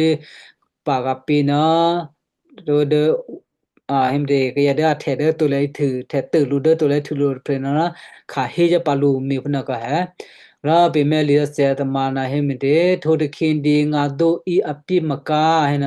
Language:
Western Kayah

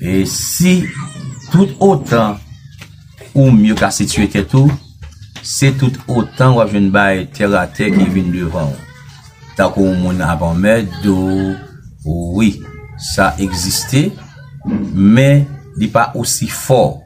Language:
Haitian Creole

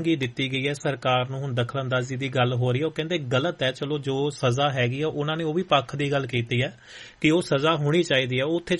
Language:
Punjabi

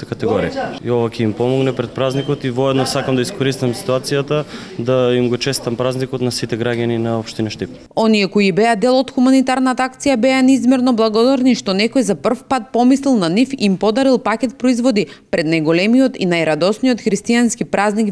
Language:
Macedonian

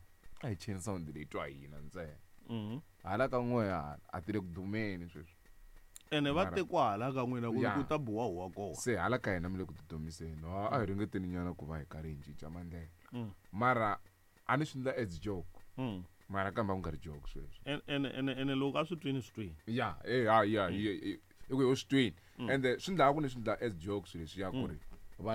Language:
Tsonga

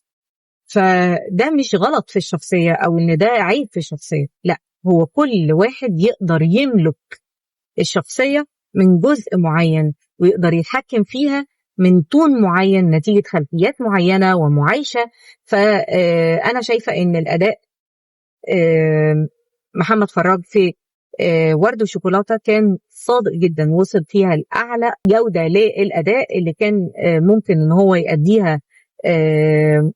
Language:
Egyptian Arabic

